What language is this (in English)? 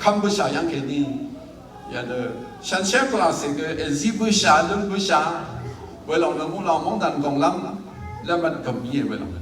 Rawang